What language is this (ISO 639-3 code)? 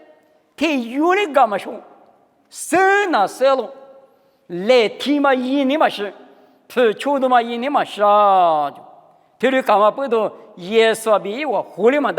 lis